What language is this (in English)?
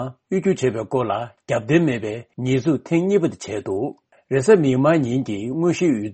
Tibetan